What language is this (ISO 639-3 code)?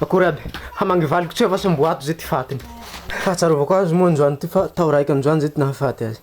mlg